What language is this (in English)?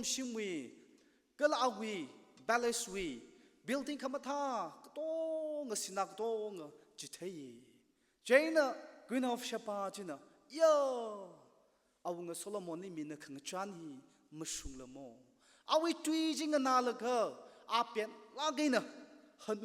Tangkhul Naga (India)